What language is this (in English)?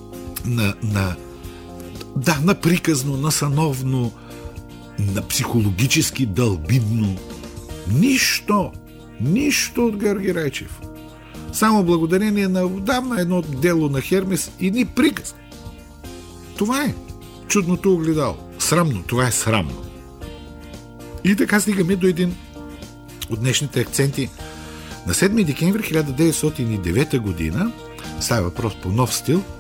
Bulgarian